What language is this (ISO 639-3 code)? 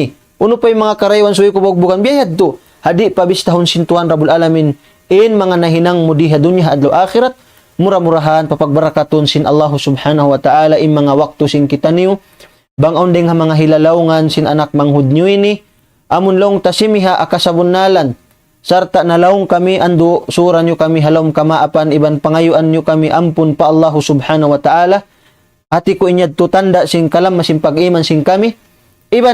tsg